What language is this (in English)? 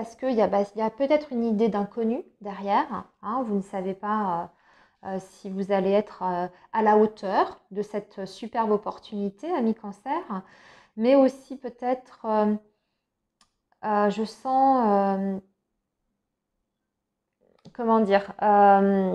French